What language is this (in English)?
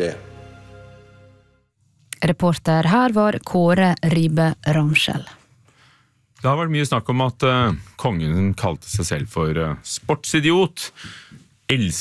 Norwegian